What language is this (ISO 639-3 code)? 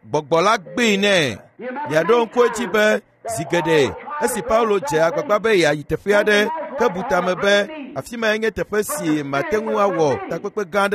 ewe